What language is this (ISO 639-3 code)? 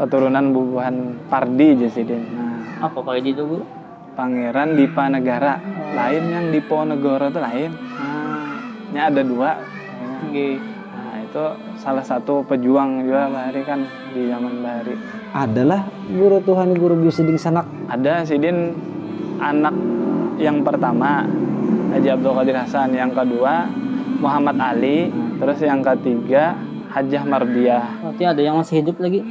bjn